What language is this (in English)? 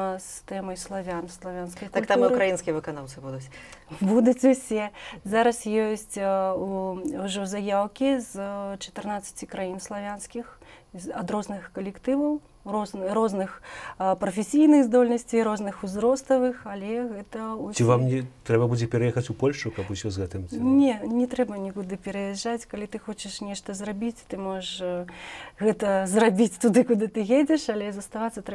Belarusian